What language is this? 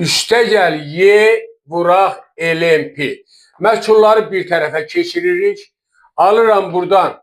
Azerbaijani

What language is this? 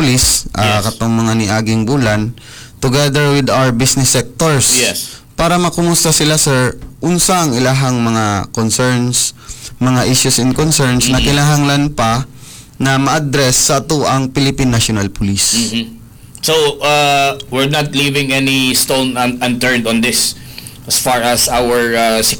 Cebuano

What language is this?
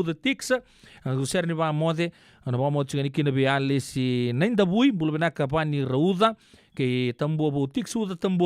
Fijian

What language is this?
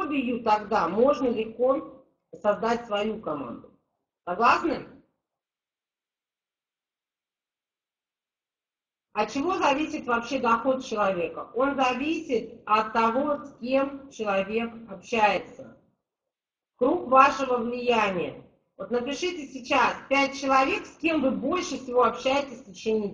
Russian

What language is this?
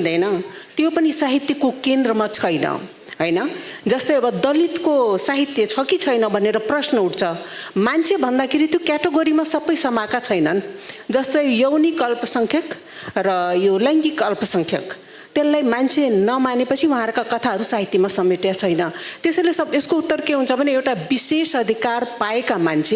Nepali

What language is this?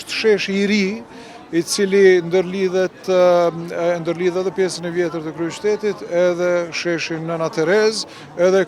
Albanian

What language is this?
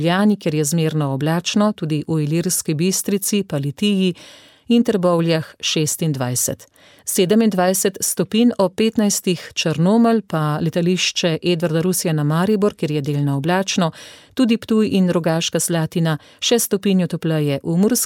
Slovenian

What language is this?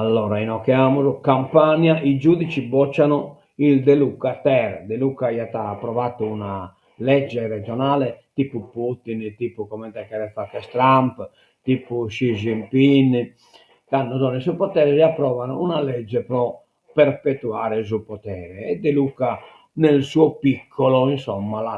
Sardinian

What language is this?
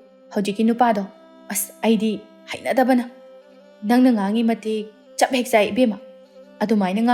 Manipuri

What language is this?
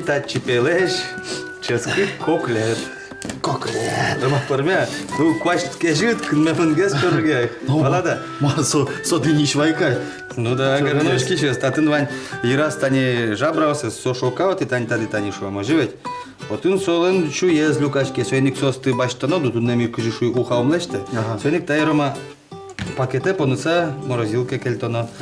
Udmurt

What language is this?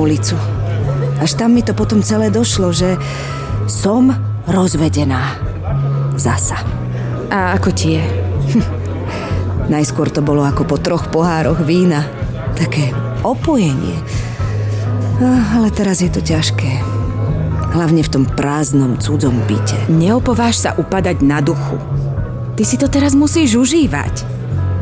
Slovak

